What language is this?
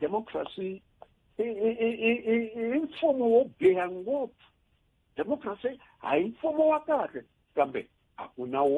Tsonga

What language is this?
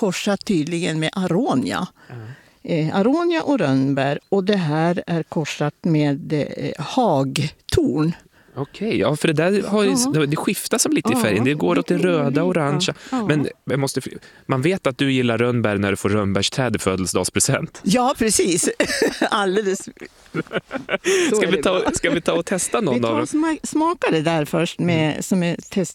Swedish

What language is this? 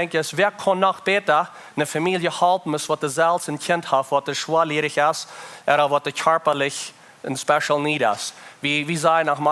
Plautdietsch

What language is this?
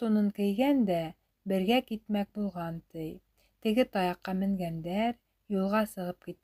Bashkir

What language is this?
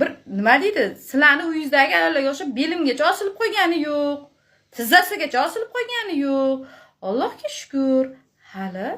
Uzbek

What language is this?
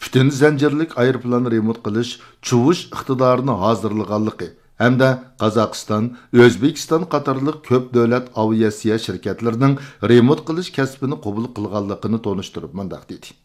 Uyghur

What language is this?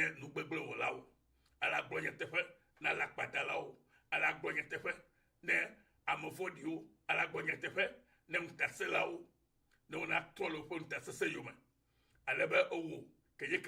Ewe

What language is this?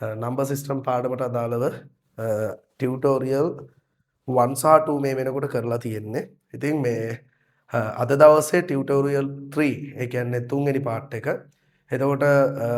Sinhala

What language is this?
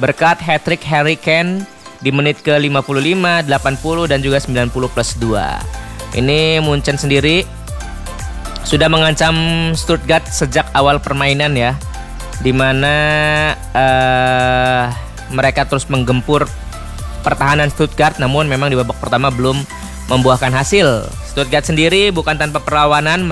Indonesian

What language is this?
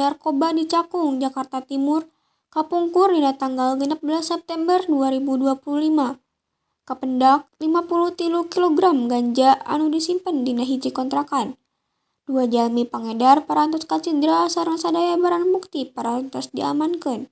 Sundanese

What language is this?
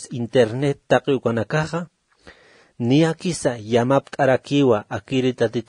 Aymara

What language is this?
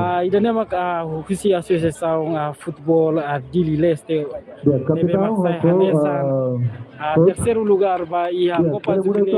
Tetum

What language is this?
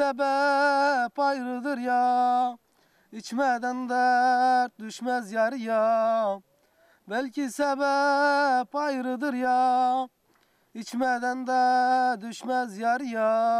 Zaza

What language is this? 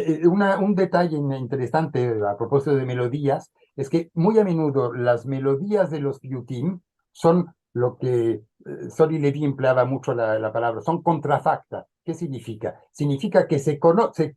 Ladino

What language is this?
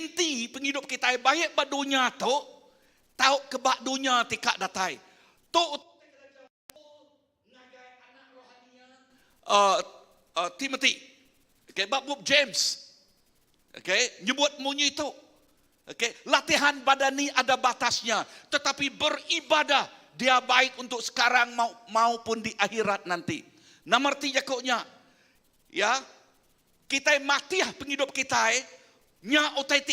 Iban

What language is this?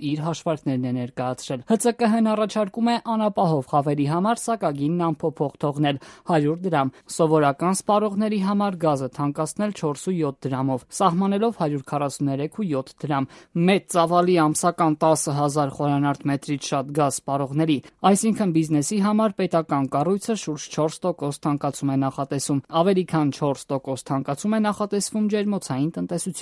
Armenian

